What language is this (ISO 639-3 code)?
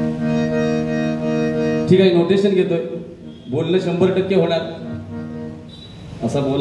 mar